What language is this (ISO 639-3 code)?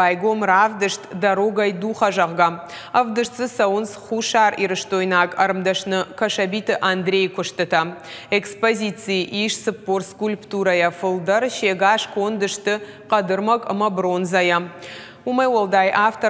oss